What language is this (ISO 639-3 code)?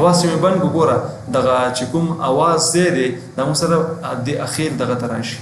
pus